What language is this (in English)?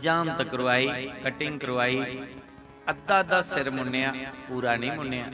Dogri